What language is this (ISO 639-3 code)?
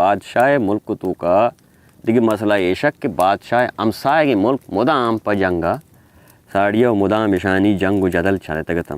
bal